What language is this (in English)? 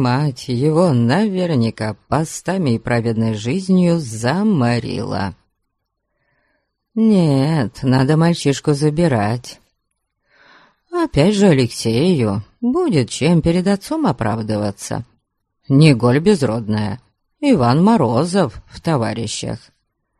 Russian